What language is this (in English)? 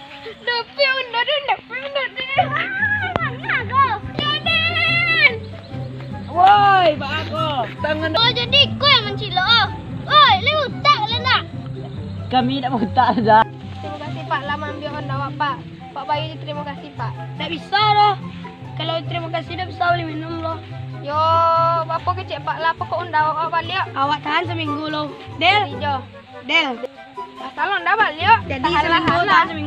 Minangkabau